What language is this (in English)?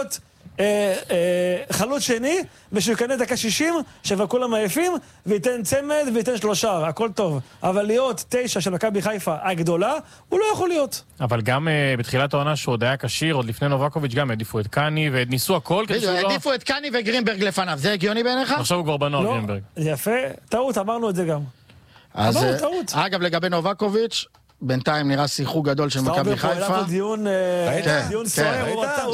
Hebrew